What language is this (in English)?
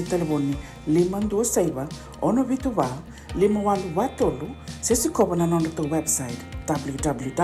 Fijian